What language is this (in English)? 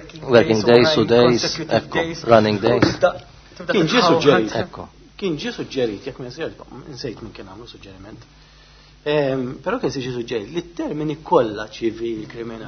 Maltese